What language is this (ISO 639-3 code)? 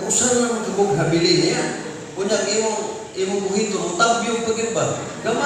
ceb